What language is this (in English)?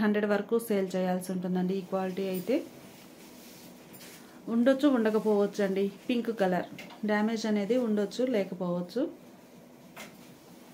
Telugu